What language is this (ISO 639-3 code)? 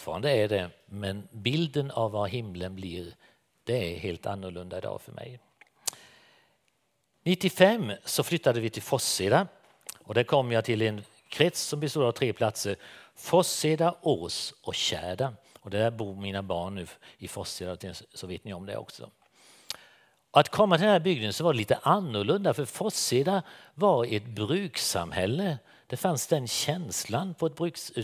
swe